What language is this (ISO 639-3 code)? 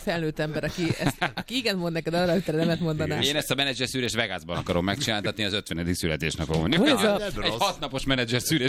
hun